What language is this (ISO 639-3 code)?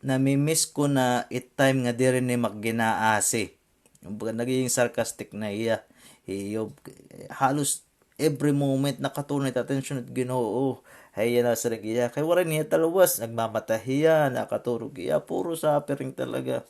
war